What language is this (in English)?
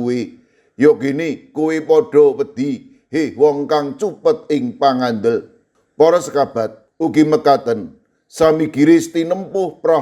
Javanese